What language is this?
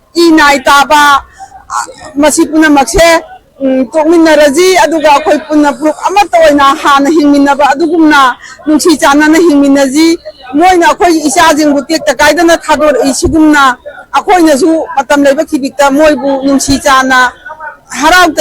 Manipuri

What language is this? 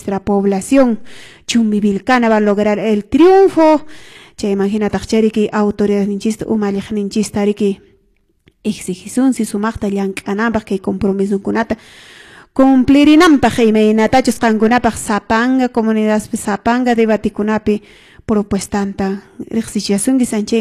Quechua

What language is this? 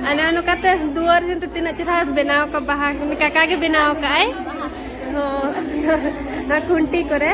Santali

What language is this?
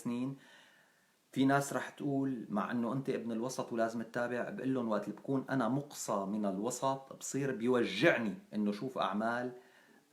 North Levantine Arabic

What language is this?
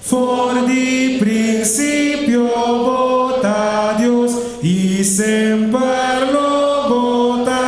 Papiamento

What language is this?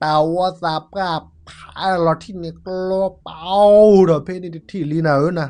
S'gaw Karen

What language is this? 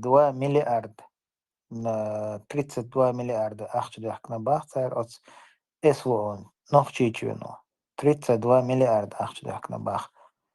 Chechen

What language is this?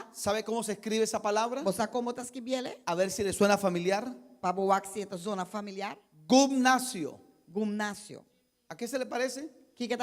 Papiamento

